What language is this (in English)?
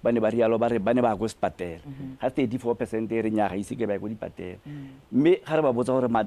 Tswana